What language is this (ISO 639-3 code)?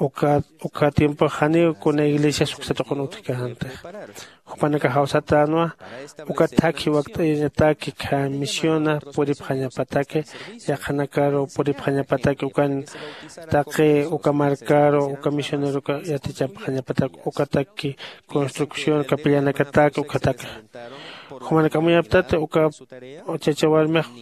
aym